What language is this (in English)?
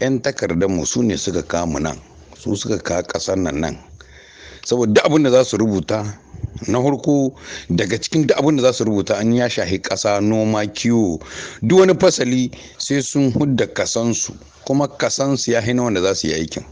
Hausa